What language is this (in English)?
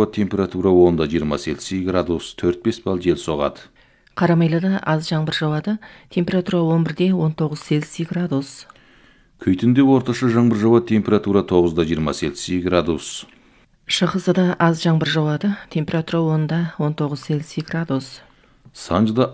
Kazakh